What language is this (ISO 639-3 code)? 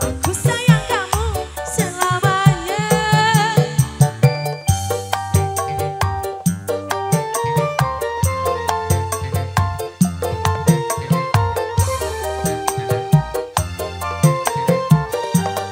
ind